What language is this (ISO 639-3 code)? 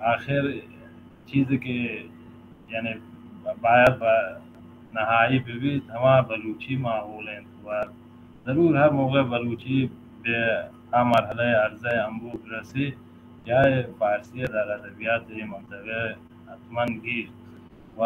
bal